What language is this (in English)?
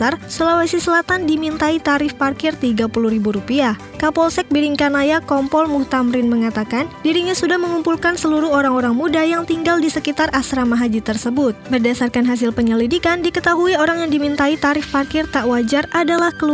Indonesian